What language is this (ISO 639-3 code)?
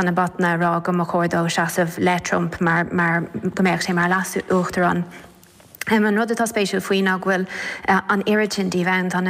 gle